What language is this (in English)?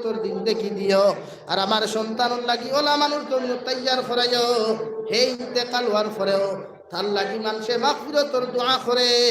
Sylheti